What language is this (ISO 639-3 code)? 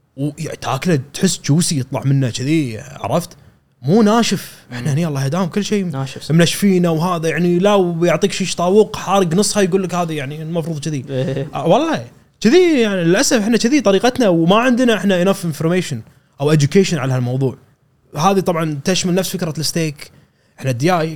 afb